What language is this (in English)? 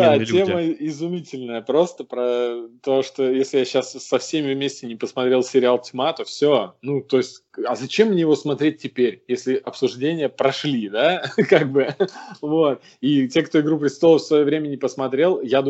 Russian